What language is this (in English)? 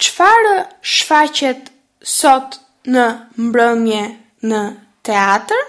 Albanian